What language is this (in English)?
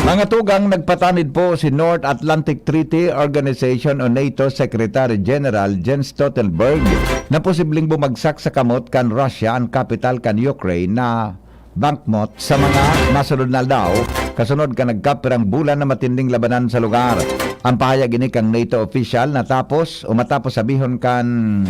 Bikol